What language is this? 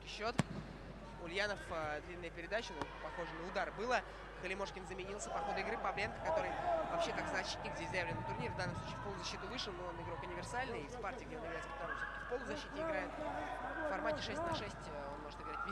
Russian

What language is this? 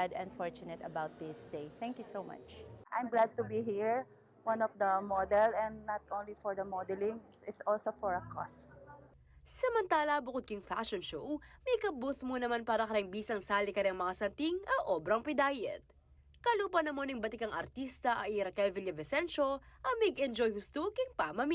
Pampanga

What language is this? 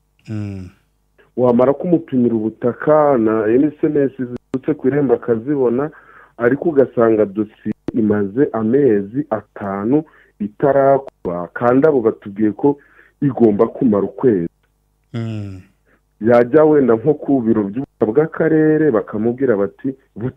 Kinyarwanda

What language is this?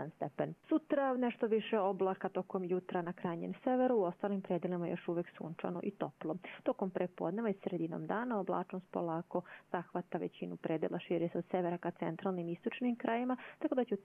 Croatian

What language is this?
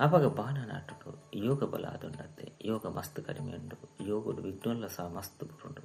Tulu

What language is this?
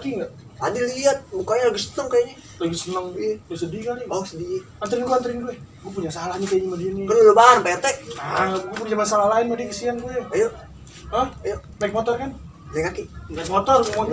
Betawi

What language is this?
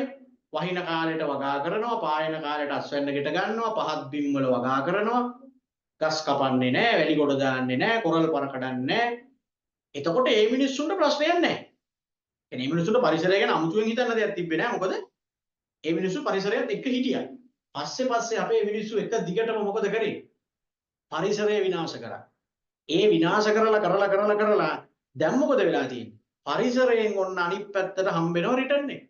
Sinhala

